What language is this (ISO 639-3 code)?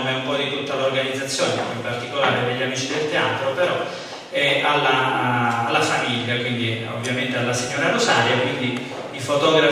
ita